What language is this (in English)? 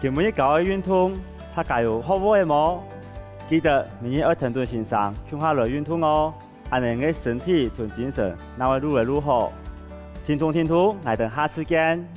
Hakka Chinese